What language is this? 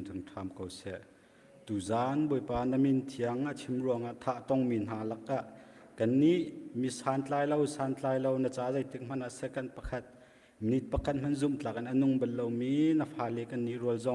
Hakha Chin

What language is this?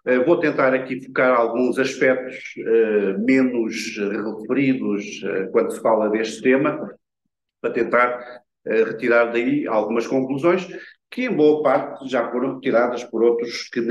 Portuguese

